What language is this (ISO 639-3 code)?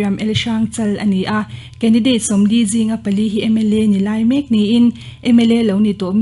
lus